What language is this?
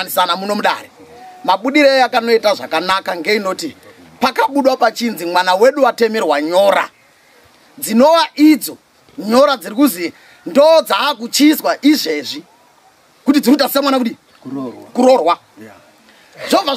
Shona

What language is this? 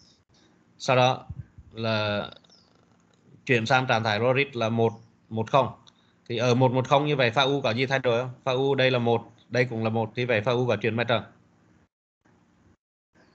Vietnamese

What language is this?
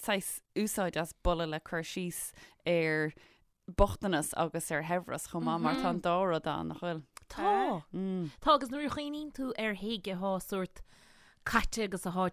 Irish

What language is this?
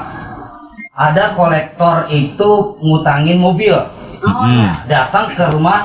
Betawi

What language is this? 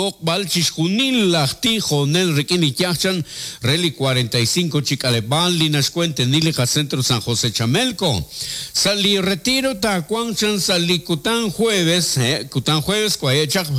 Kekchí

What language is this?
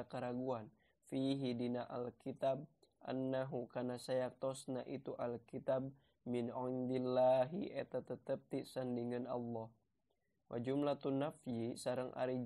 Sundanese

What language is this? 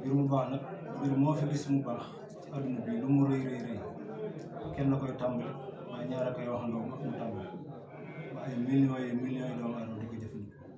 Wolof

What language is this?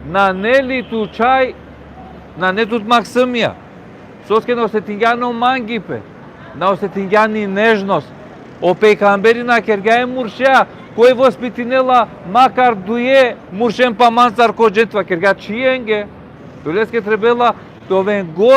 Balkan Romani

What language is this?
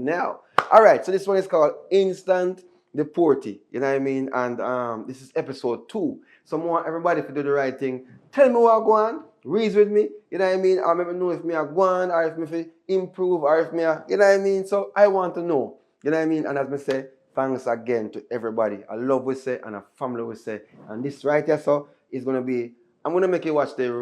Jamaican Creole English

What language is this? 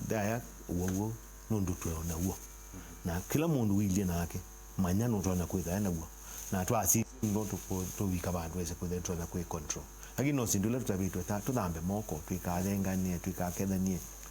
Kamba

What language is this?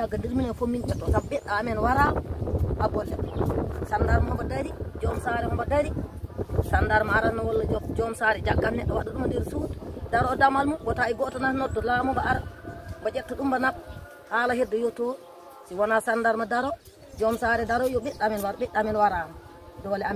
Fula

